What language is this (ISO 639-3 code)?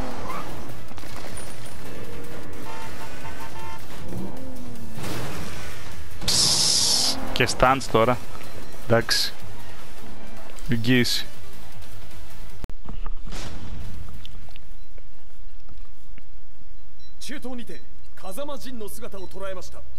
ell